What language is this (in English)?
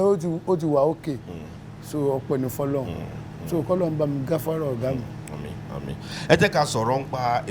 Yoruba